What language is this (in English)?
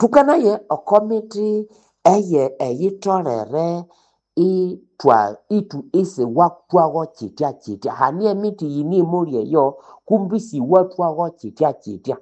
Nande